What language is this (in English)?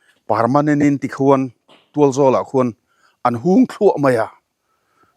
Mizo